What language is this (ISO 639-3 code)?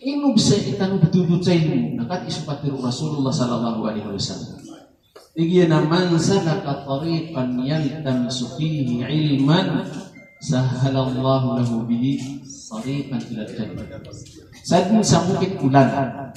mrw